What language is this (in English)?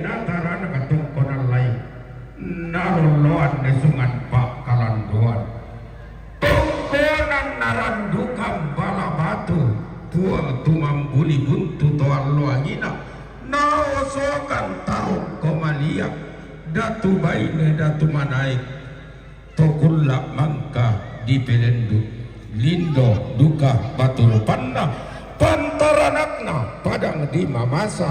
Toraja-Sa'dan